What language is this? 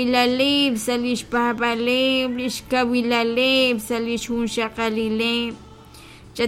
Kekchí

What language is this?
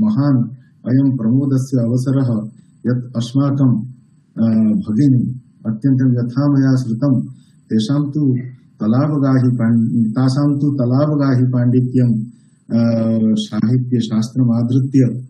Sanskrit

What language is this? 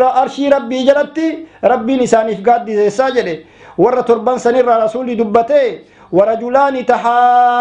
Oromo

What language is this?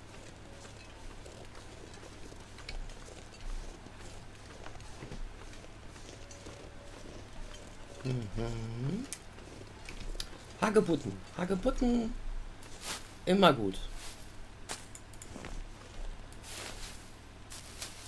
German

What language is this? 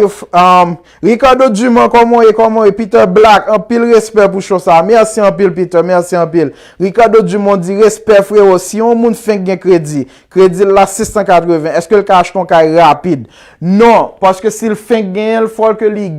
Haitian Creole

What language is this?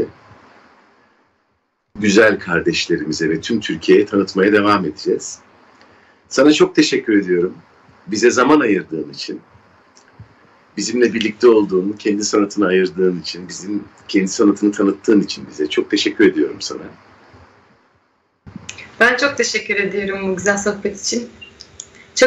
Turkish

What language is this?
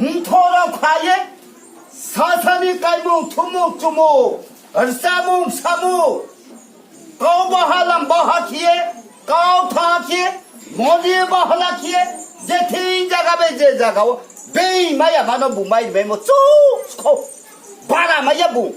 Riang (India)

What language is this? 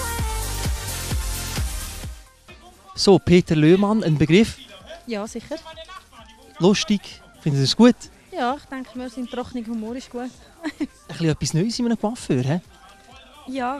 German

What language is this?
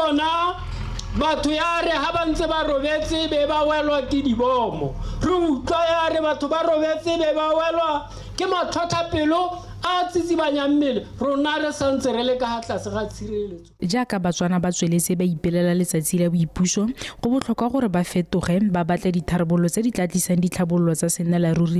Tswana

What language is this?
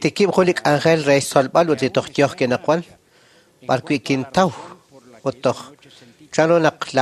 Kekchí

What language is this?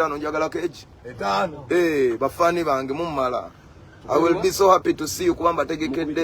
Ganda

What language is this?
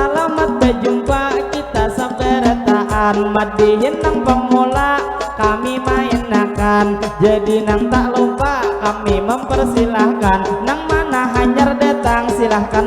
Banjar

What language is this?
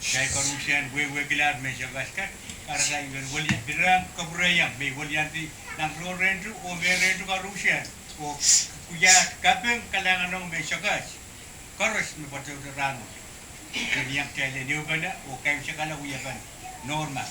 Pohnpeian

